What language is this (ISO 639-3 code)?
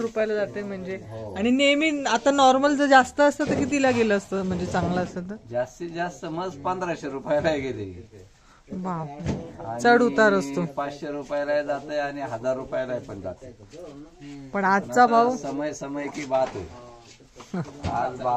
mar